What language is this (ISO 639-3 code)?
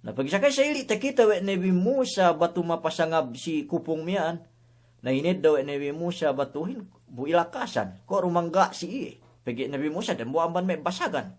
yka